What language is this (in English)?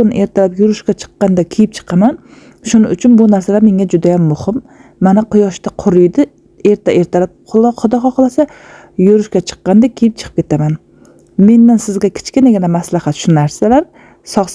Uzbek